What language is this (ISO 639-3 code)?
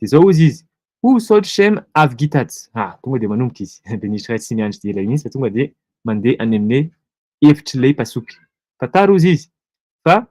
mlg